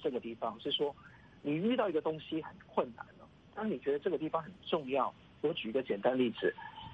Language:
Chinese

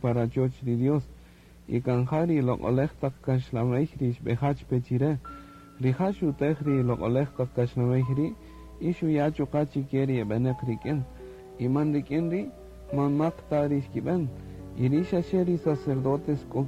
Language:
Kaqchikel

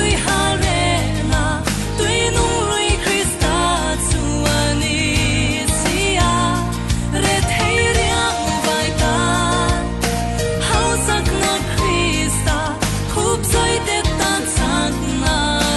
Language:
Falam Chin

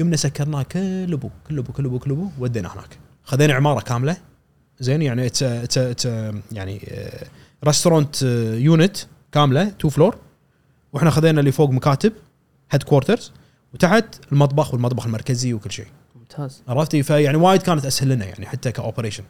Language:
Gulf Arabic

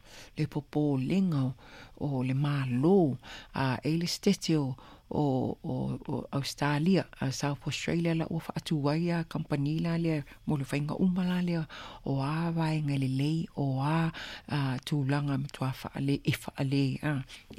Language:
Samoan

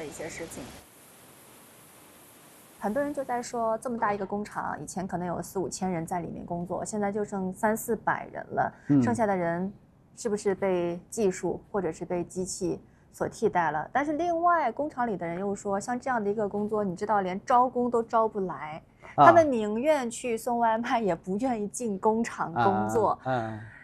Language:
Chinese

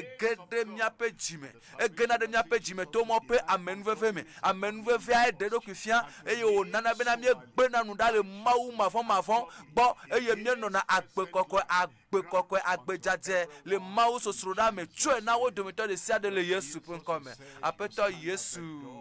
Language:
Ewe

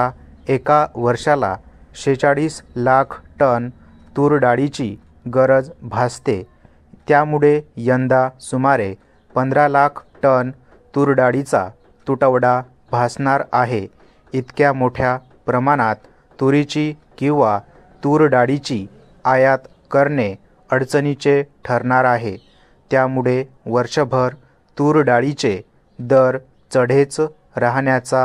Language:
Marathi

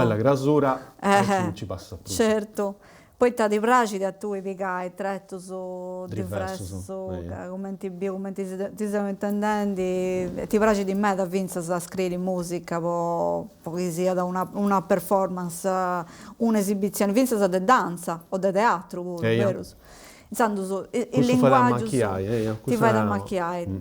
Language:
Sardinian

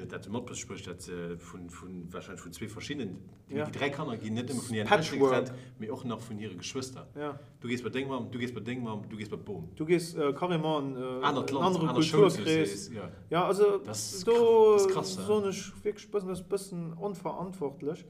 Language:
Luxembourgish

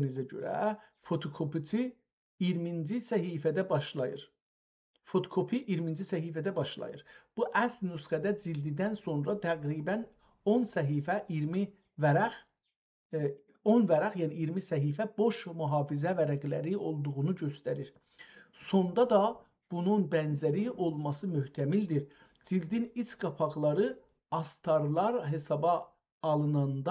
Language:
South Azerbaijani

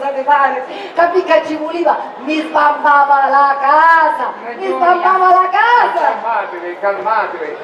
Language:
Sicilian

